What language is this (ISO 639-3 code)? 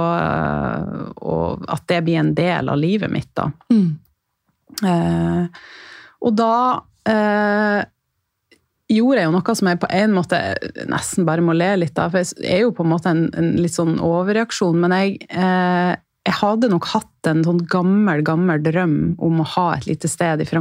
nor